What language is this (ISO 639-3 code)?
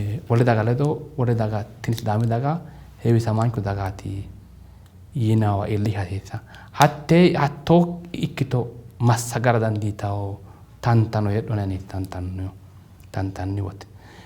sid